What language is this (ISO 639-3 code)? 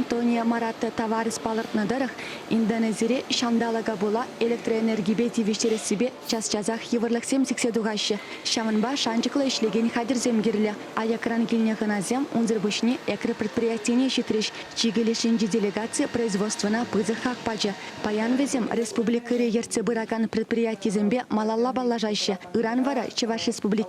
chv